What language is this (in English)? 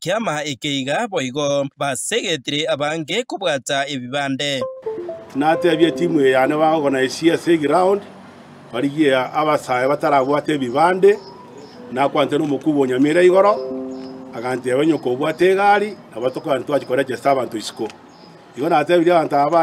Gusii